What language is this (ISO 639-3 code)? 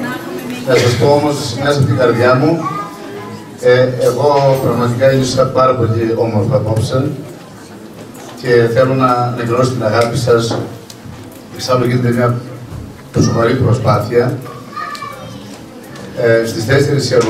ell